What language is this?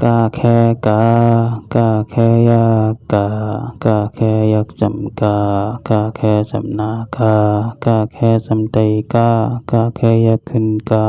Shan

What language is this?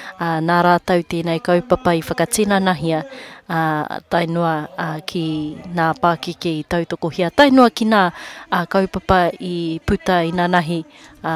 Māori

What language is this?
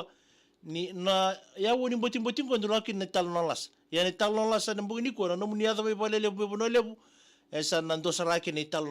Fijian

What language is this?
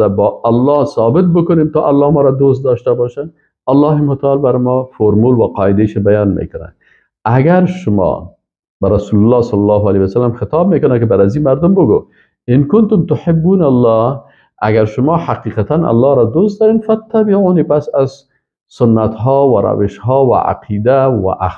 Persian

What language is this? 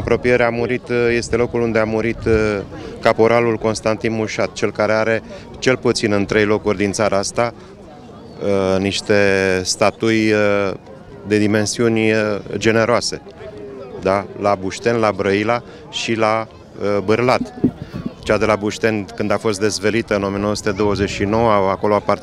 Romanian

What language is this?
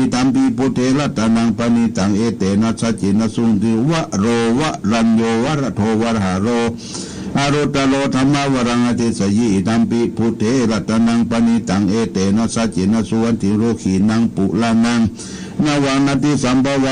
Pali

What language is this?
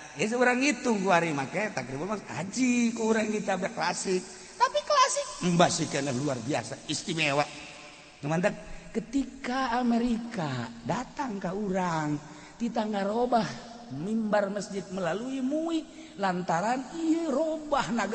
Sundanese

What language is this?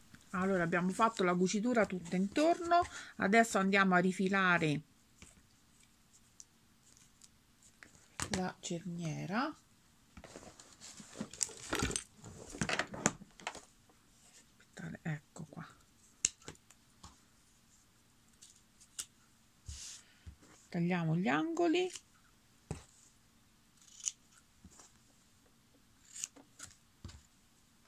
Italian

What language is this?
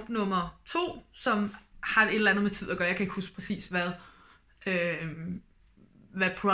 Danish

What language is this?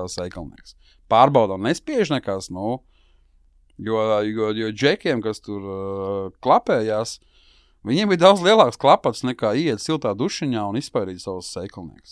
Latvian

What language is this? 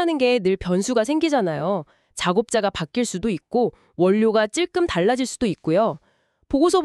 Korean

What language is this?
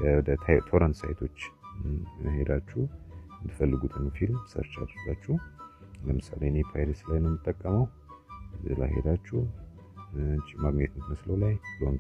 Amharic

